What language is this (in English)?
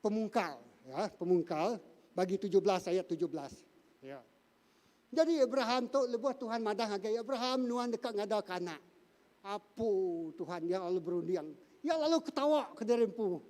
Iban